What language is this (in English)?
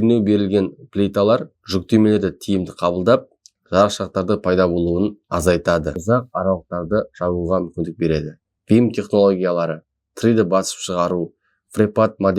Kazakh